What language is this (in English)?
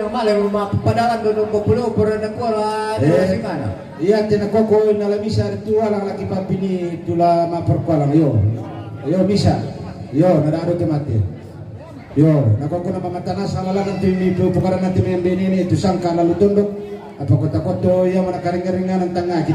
Toraja-Sa'dan